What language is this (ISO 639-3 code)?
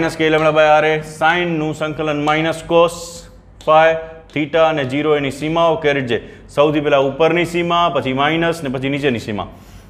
guj